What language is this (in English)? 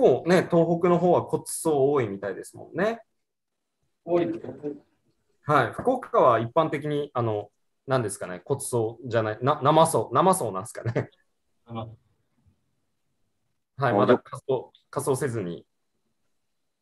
Japanese